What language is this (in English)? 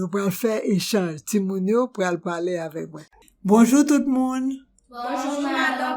Haitian Creole